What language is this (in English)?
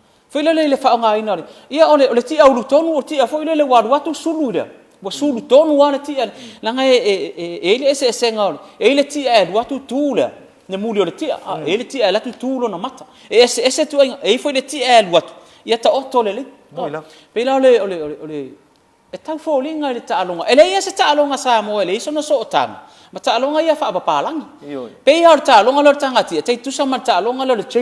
Samoan